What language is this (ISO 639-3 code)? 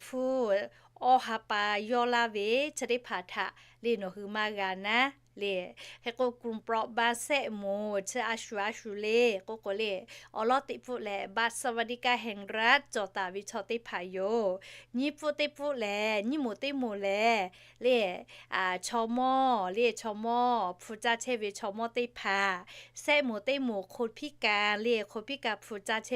lhu